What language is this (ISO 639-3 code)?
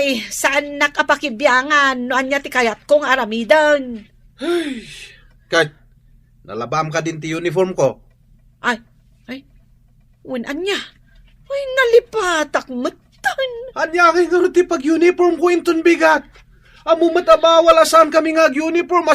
ilo